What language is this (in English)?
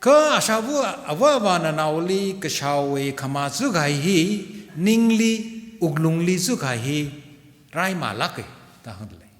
Tangkhul Naga (India)